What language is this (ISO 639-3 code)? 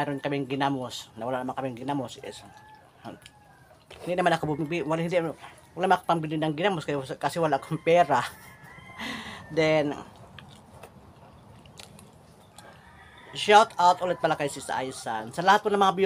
fil